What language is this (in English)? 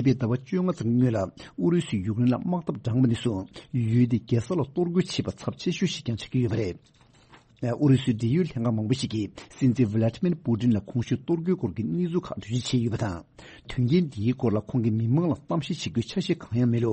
Tibetan